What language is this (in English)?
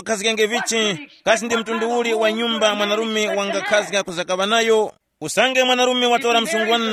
Tumbuka